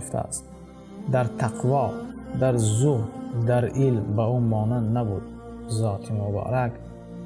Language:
Tajik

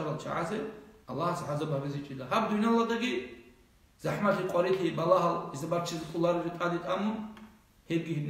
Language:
Avaric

